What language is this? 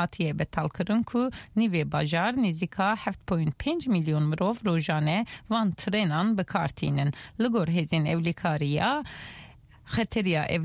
Kurdish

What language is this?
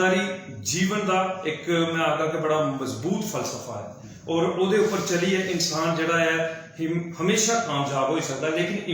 Dogri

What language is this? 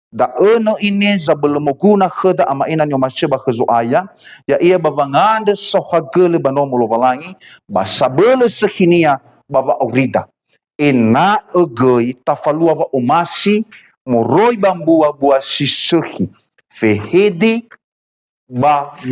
Nias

